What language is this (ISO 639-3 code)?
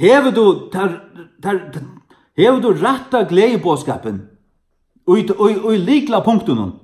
fao